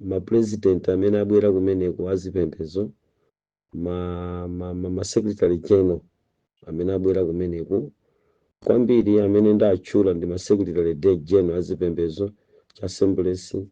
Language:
Nyanja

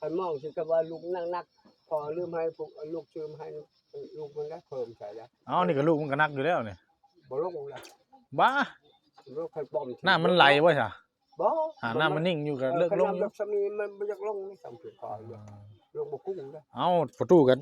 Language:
Northeastern Thai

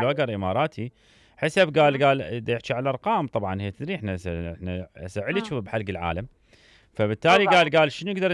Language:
Mesopotamian Arabic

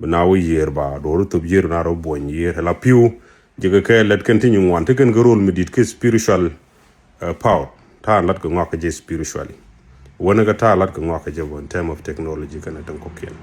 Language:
Nuer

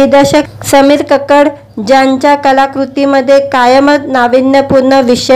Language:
Marathi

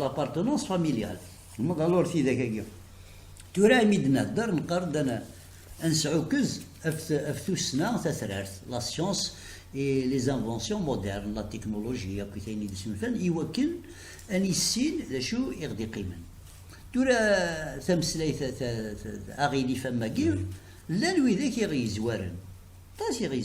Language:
Kabyle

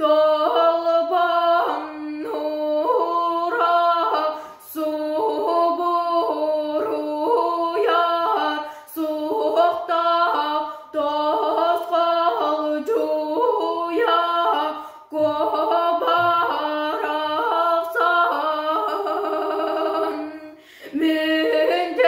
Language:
Yakut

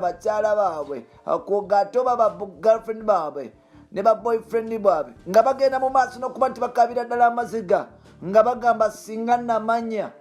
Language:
Ganda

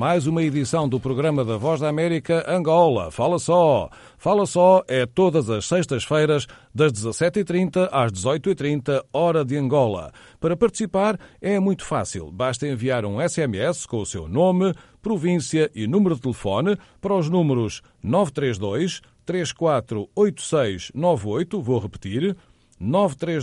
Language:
Portuguese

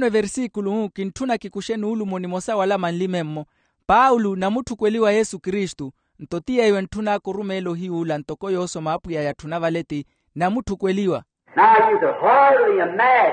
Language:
Makhuwa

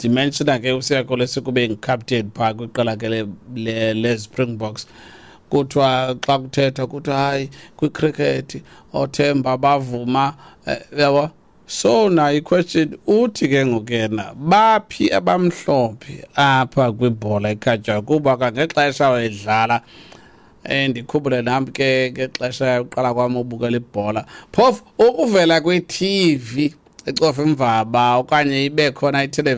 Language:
Xhosa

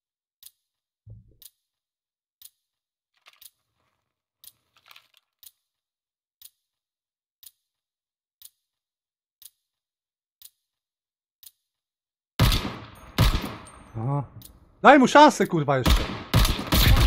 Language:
Polish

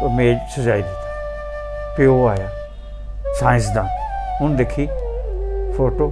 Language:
Dogri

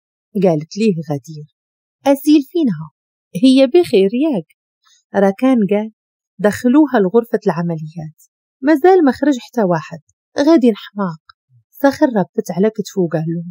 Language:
Moroccan Arabic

